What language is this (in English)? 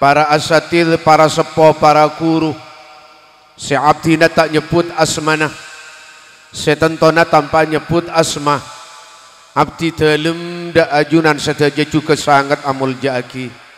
Madurese